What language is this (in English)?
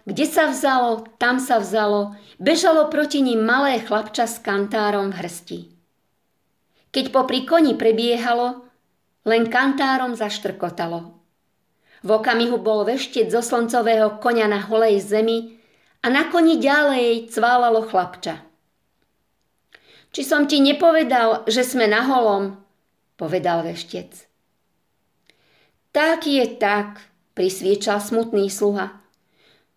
Slovak